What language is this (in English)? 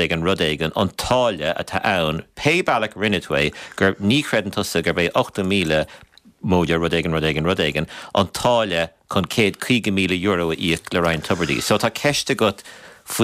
Irish